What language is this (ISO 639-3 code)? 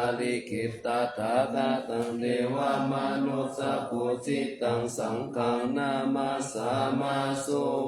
pli